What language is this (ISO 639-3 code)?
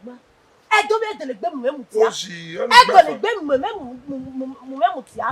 bin